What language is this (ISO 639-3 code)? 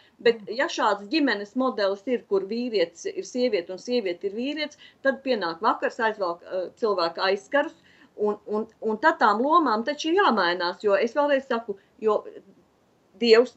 lav